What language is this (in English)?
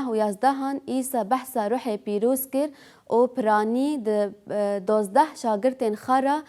Kurdish